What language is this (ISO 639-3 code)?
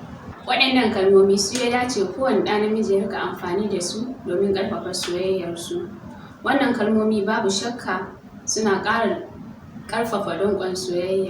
hau